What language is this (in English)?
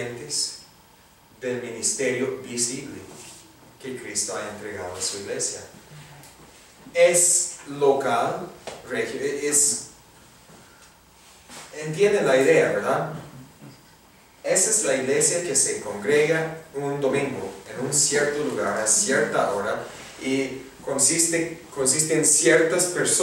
Spanish